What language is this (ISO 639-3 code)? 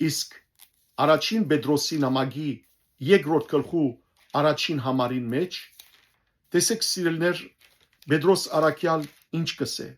hyw